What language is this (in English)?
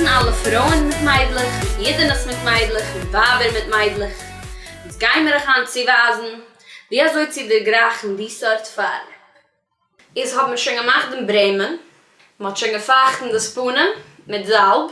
Yiddish